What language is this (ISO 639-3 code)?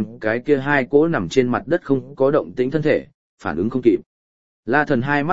vie